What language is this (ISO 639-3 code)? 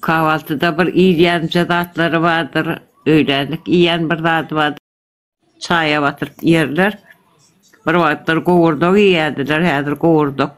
tuk